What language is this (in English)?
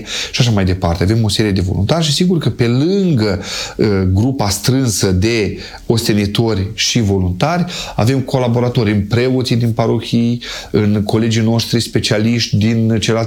Romanian